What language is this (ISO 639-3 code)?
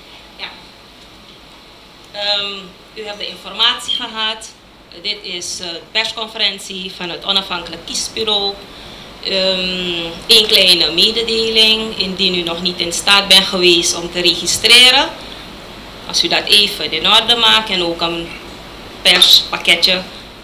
nld